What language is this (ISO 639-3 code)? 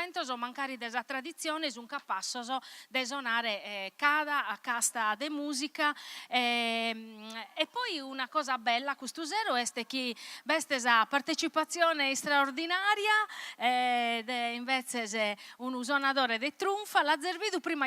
srd